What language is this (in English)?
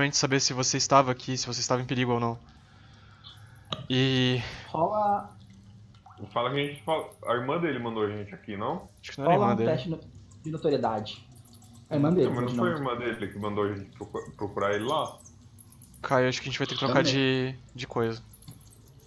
Portuguese